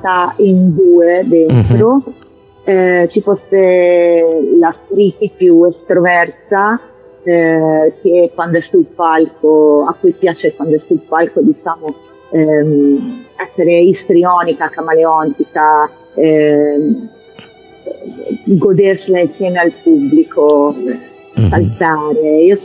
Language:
Italian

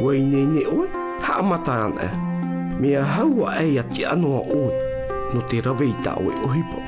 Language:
Tahitian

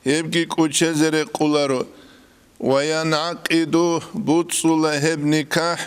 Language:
Avaric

